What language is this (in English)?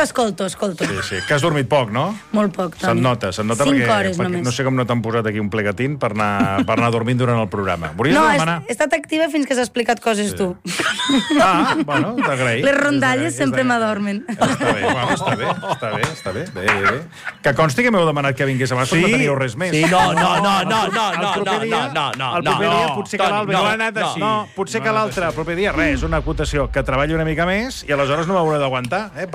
Catalan